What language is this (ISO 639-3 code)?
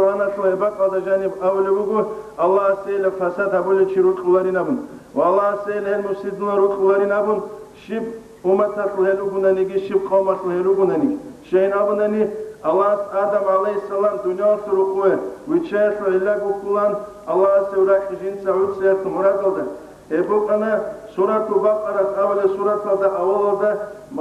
ava